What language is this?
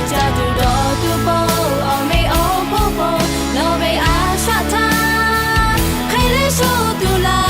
Lahu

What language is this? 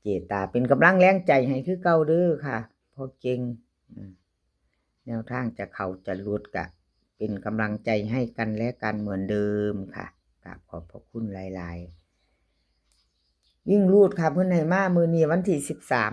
Northeastern Thai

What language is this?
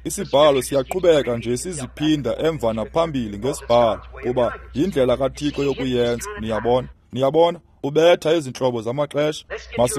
Xhosa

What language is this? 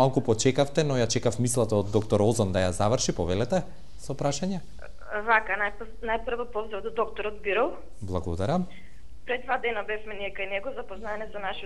Macedonian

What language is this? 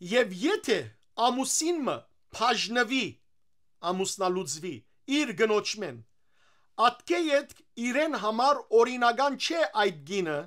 Western Armenian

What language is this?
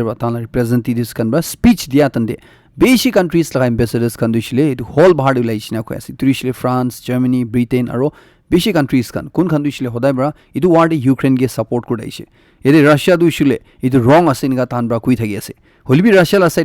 Naga Pidgin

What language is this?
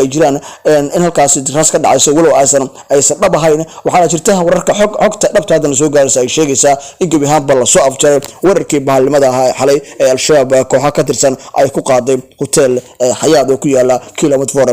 Somali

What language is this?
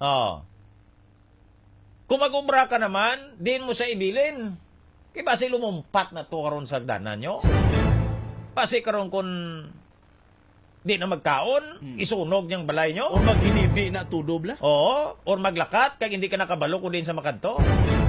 Hiligaynon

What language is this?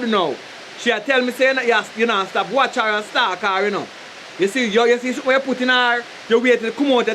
Jamaican Creole English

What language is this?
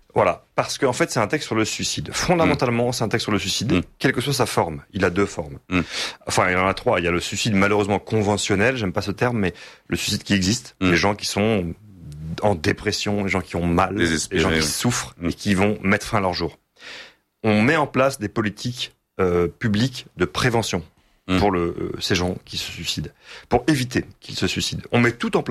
French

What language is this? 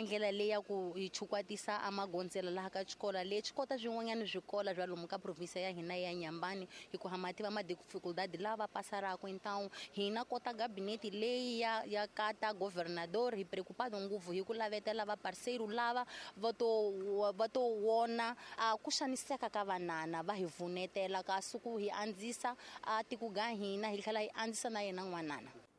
Tsonga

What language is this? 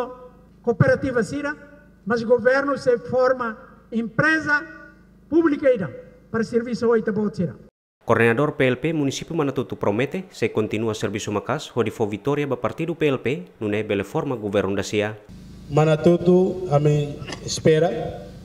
Tetum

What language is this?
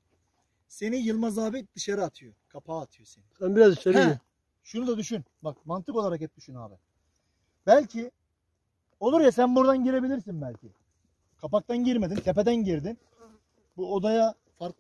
Turkish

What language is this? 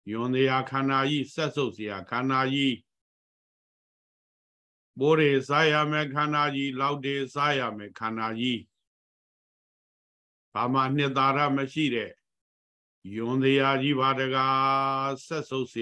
Burmese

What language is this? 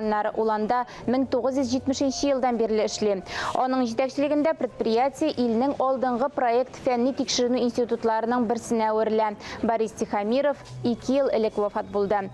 Tatar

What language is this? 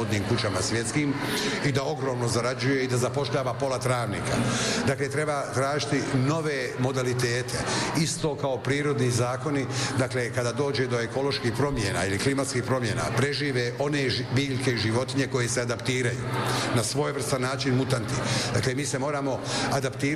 Bosnian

